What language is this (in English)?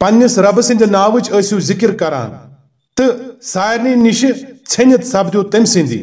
Kashmiri